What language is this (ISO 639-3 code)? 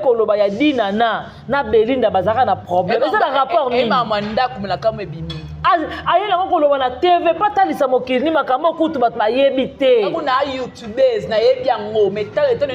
lin